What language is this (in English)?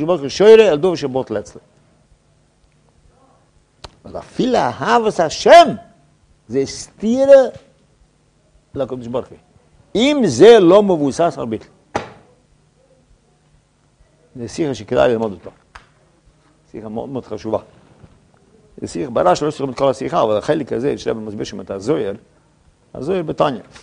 Hebrew